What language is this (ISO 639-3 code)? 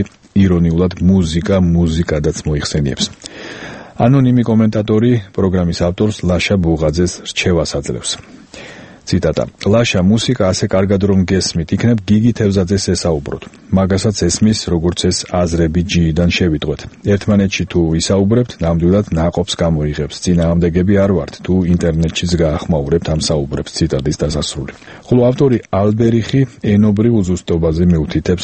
kat